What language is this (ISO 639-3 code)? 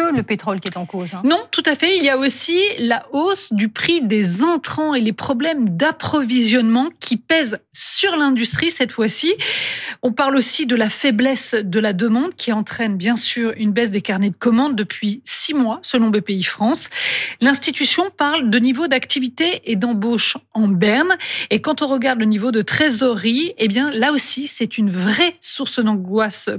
fra